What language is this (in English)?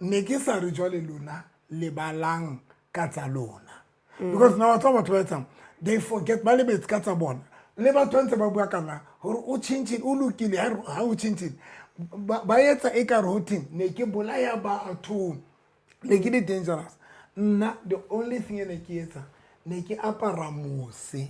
Southern Sotho